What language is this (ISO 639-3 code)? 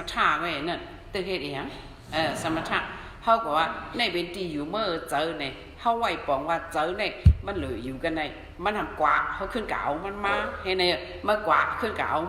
shn